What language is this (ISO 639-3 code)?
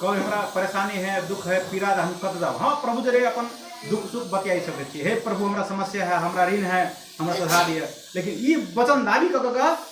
mai